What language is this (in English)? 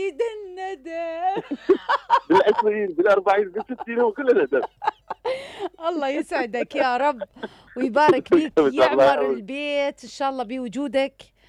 Mesopotamian Arabic